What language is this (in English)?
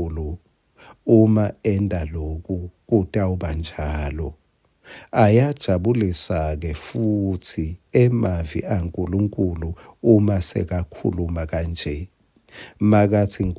Swati